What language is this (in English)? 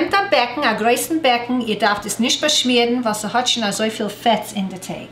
Yiddish